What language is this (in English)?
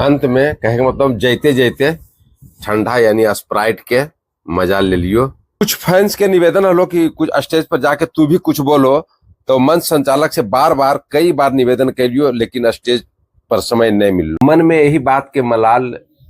Magahi